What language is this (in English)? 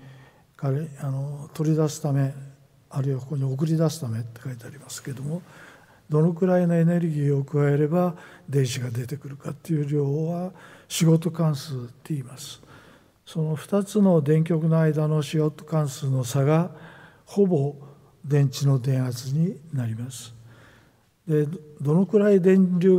Japanese